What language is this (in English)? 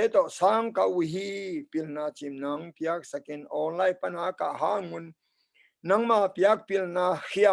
Tedim Chin